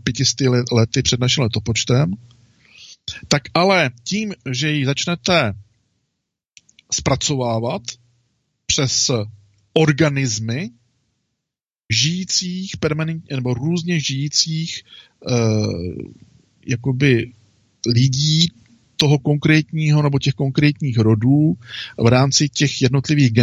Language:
Czech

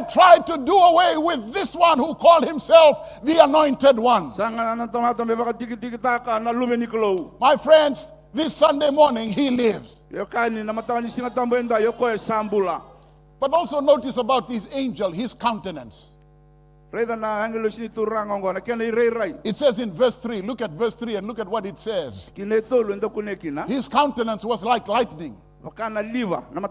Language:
Fijian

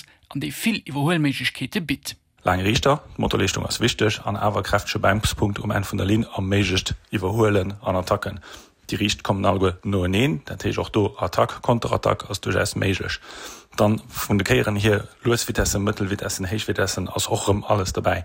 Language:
Luxembourgish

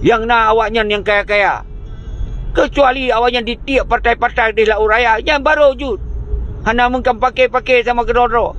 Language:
Achinese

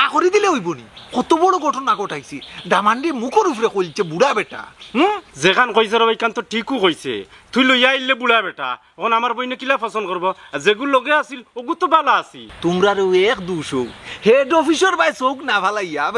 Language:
Sylheti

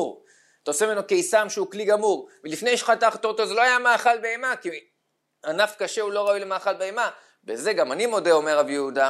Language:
Hebrew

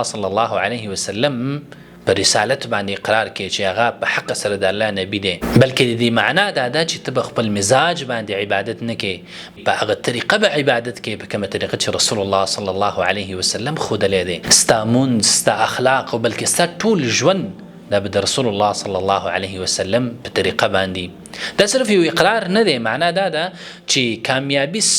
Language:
Pashto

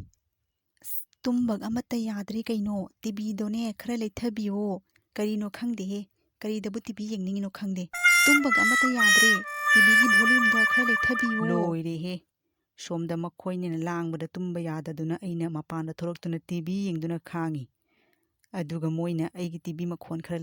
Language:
Manipuri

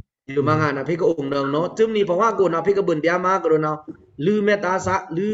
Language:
Pa'o Karen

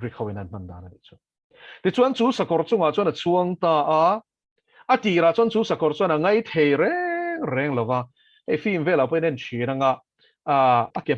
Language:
Mizo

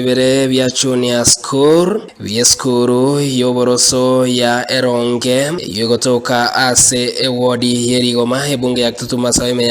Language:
Gusii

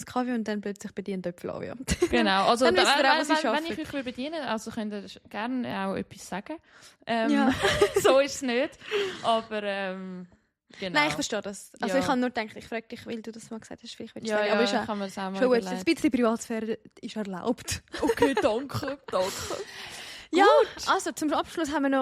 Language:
Swiss German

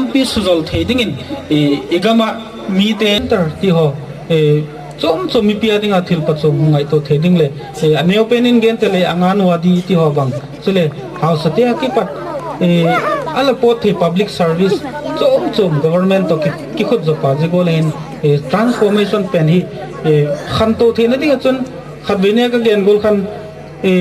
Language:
Gangte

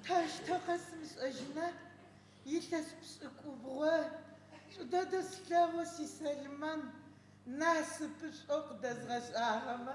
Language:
Adyghe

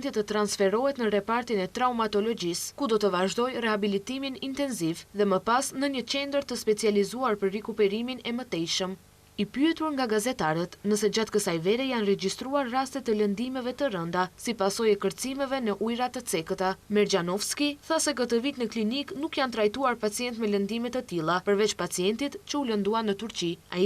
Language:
Albanian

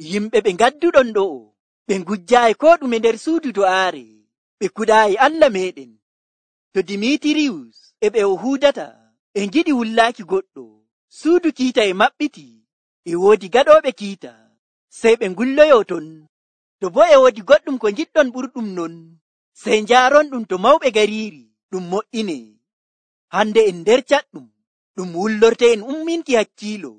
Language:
Nigerian Fulfulde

